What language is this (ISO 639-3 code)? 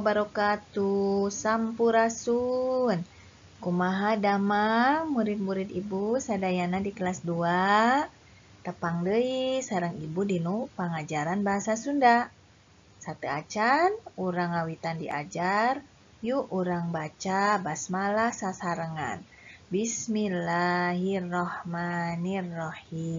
sun